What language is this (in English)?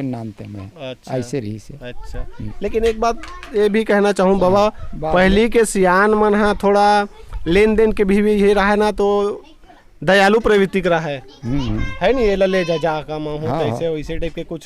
Chhattisgarhi